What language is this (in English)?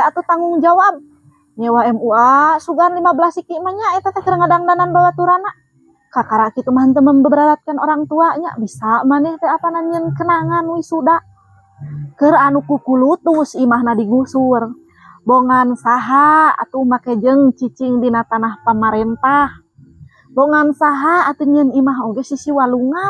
Sundanese